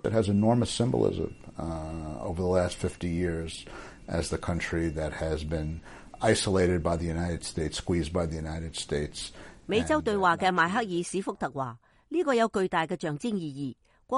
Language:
Cantonese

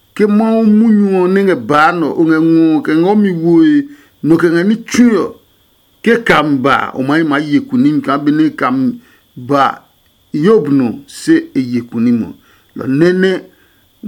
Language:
Adangme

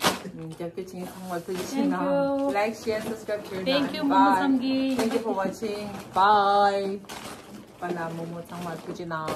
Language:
Tibetan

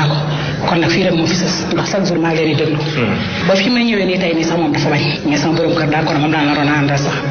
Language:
Wolof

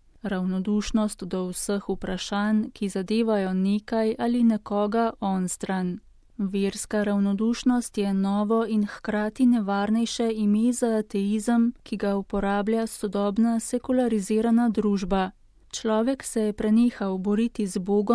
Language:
Slovenian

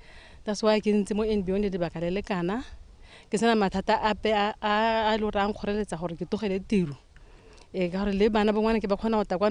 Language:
Tswana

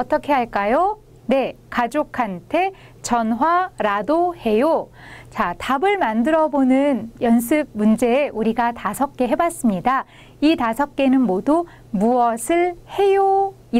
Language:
Korean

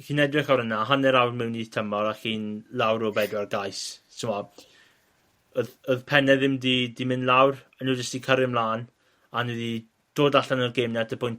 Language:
Welsh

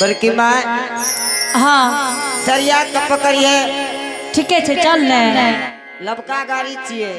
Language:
Angika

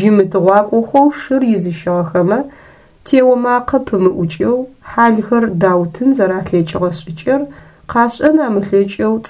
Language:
Adyghe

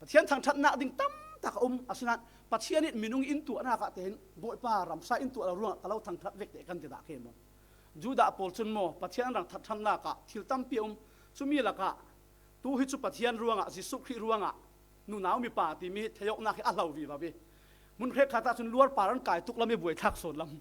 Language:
Falam Chin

